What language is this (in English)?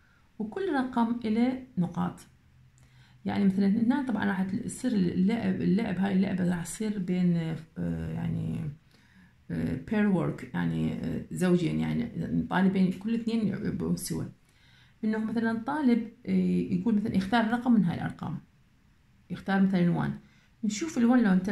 Mesopotamian Arabic